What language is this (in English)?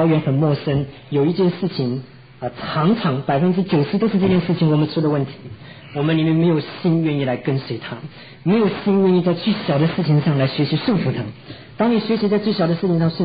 Chinese